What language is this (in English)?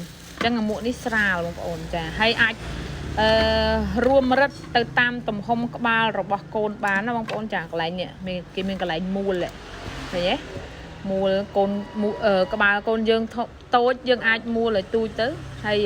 Khmer